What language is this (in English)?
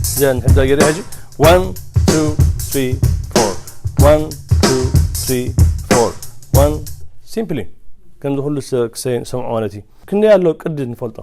Tigrinya